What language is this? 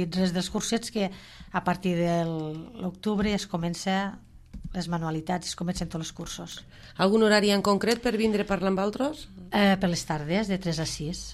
Catalan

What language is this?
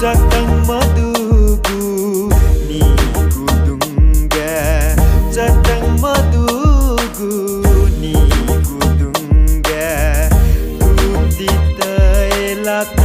Newari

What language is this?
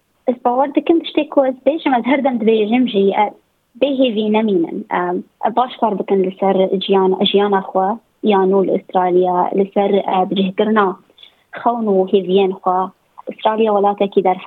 Kurdish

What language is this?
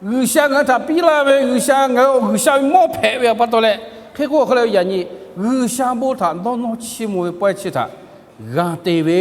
Lahu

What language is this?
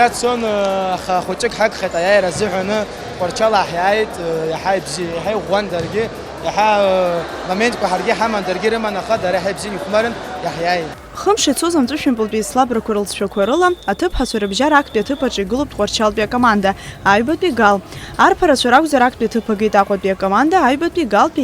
Abkhazian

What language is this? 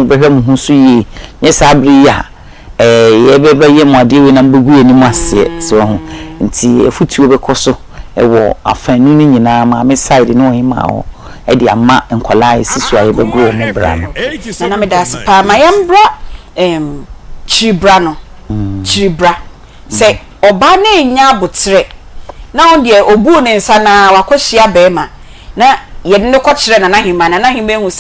Akan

